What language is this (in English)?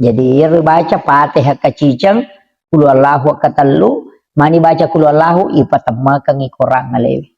Buginese